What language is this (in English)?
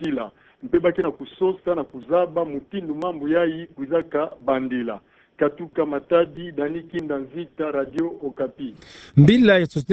Kituba (Democratic Republic of Congo)